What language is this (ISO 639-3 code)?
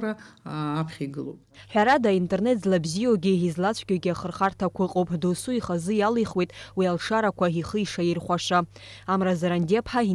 abk